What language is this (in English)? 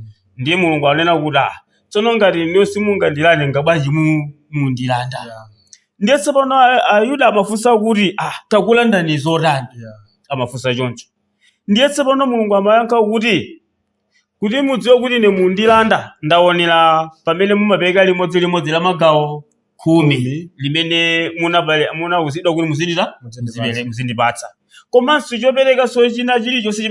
Nyanja